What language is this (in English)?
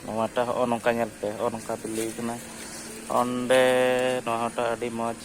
Santali